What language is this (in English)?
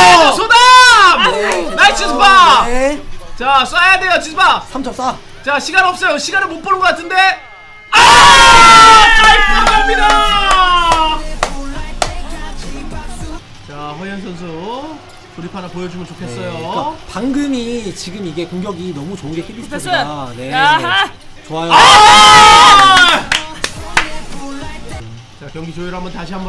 Korean